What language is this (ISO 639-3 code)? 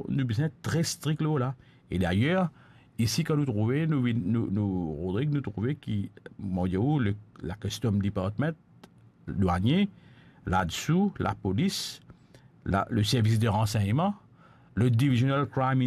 mfe